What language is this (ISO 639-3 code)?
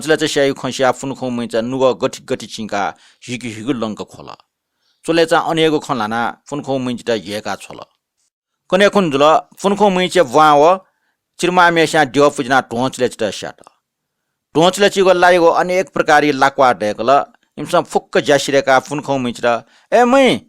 new